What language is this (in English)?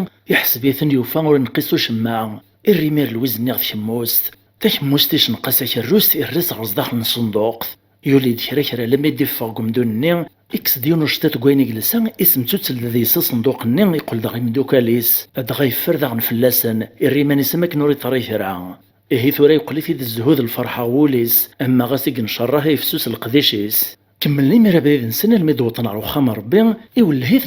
Kabyle